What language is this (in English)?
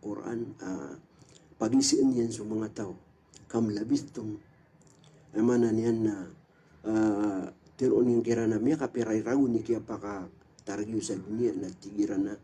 Maranao